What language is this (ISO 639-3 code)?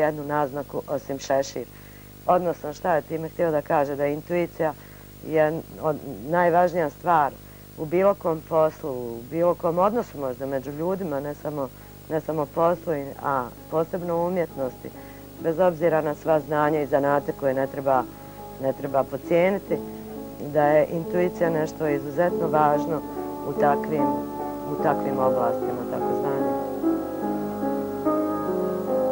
bos